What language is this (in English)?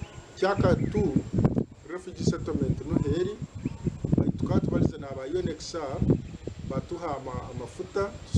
Nyankole